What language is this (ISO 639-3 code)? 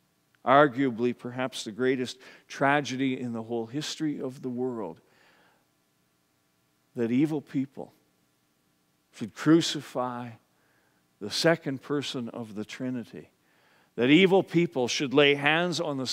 eng